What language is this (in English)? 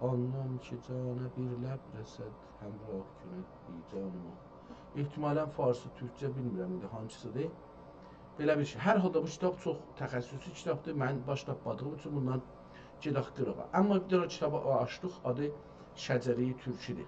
South Azerbaijani